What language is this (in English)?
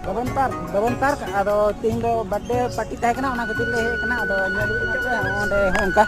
Santali